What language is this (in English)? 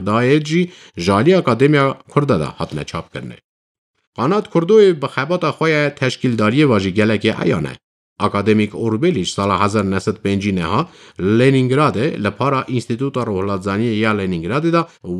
Kurdish